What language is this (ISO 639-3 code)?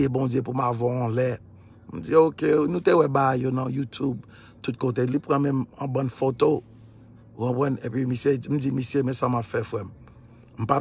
hat